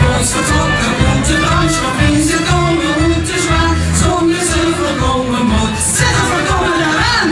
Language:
Limburgish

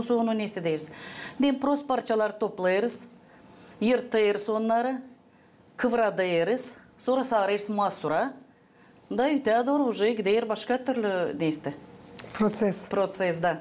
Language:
Gagauz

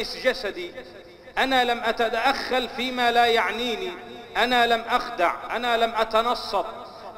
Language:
Arabic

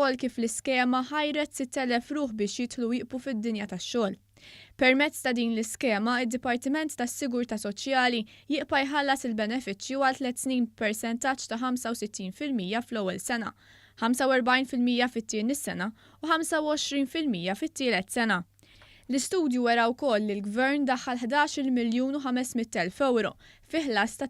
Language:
Maltese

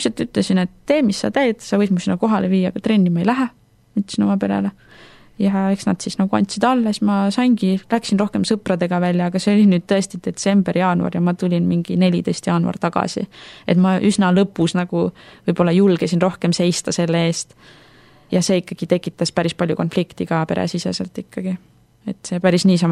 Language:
Estonian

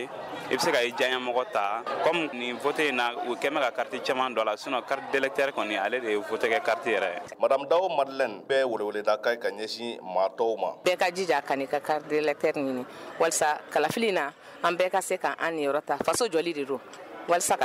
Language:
Bambara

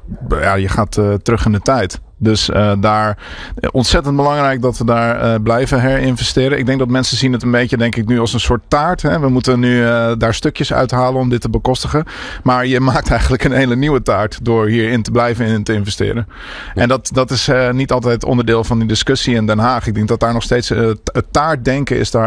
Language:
Dutch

